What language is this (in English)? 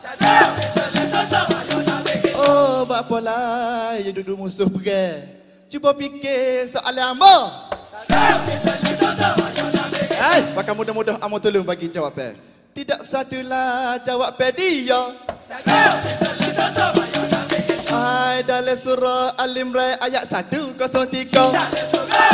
Malay